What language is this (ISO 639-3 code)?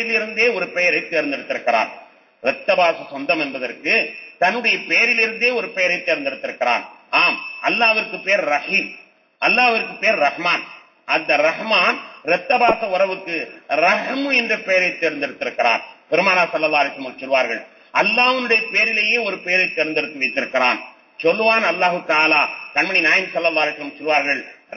tam